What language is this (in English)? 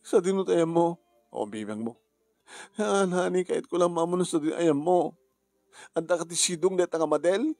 Iloko